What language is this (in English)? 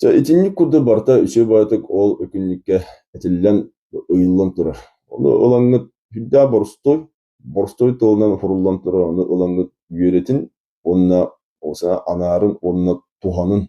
Yakut